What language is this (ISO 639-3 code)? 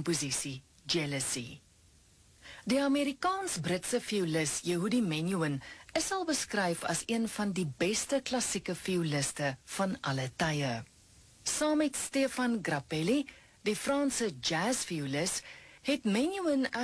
afr